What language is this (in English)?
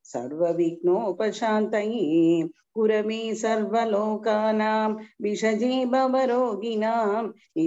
Tamil